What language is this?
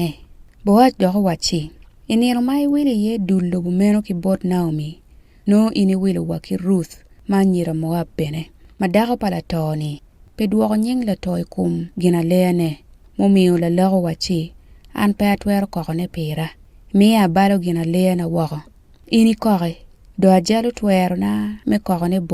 Acoli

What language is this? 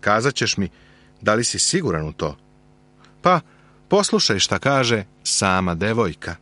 Serbian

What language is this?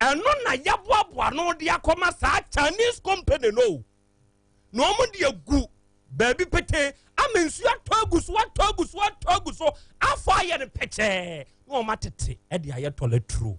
Akan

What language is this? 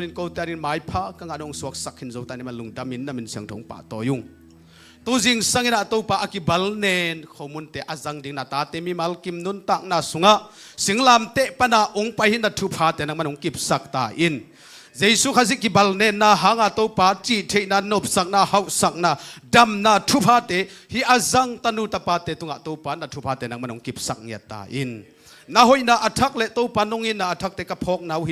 Tedim Chin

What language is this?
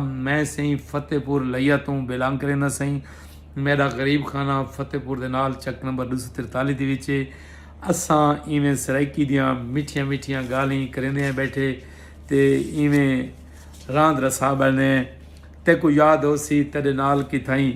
Saraiki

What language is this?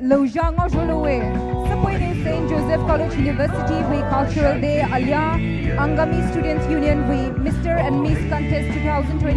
Poumei Naga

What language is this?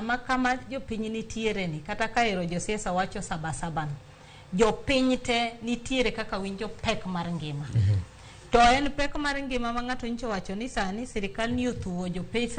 Luo (Kenya and Tanzania)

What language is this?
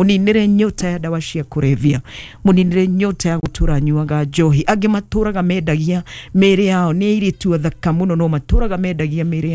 Kikuyu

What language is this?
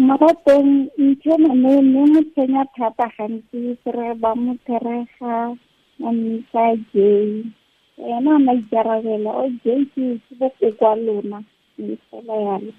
Tswana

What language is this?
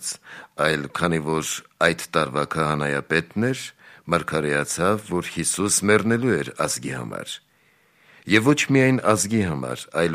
Armenian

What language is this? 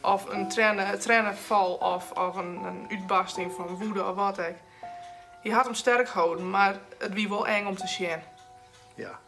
Western Frisian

